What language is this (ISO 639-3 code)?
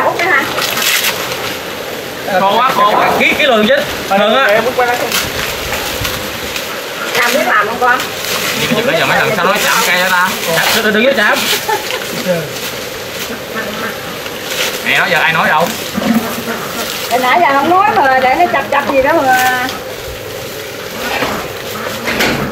vie